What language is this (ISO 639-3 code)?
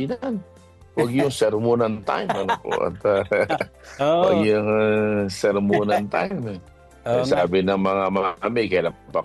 fil